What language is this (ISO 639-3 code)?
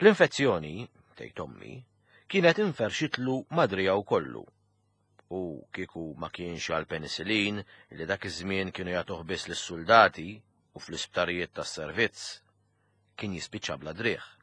mlt